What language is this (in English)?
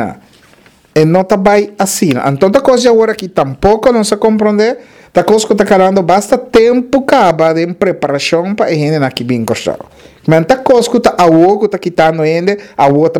Papiamento